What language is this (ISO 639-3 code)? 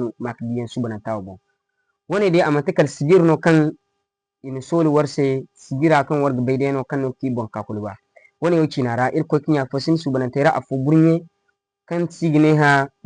dje